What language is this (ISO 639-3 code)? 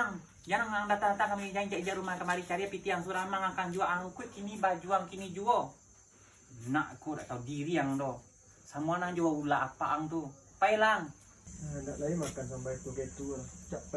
min